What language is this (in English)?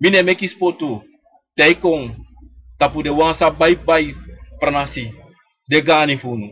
Sranan Tongo